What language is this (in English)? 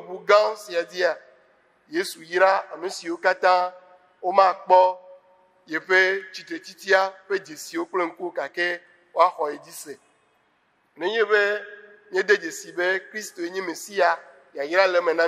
Ewe